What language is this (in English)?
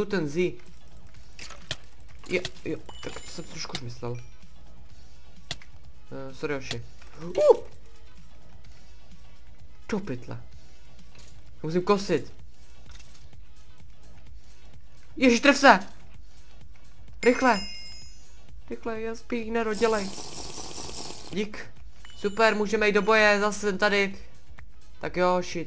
Czech